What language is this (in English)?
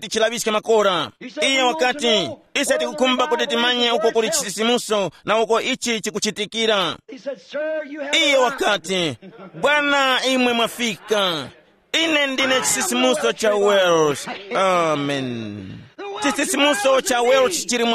Tumbuka